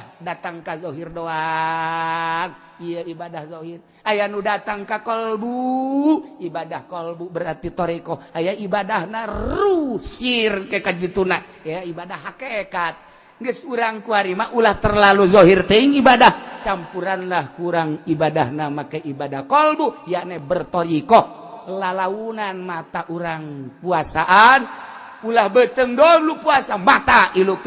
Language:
Sundanese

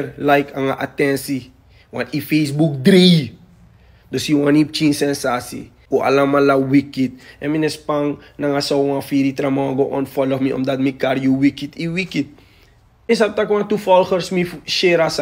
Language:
Sranan Tongo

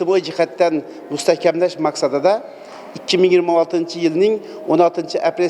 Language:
Uzbek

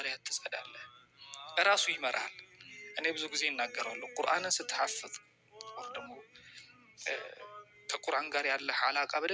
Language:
Amharic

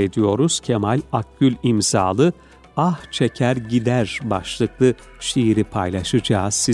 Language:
Turkish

